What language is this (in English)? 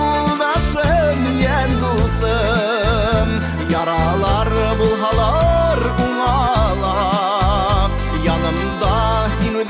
Bashkir